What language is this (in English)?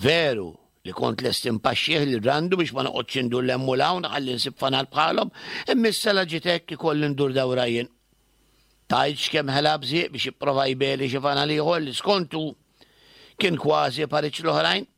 Maltese